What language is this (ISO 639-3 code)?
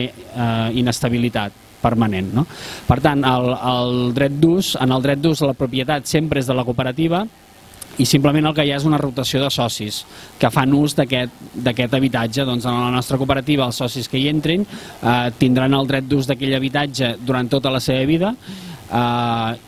cat